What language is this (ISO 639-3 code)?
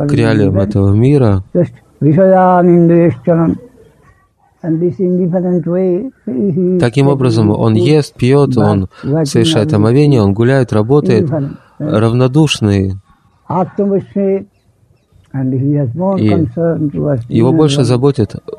rus